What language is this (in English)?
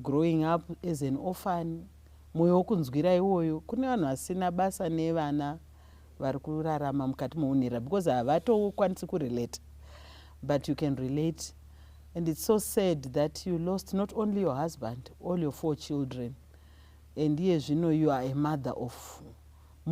Shona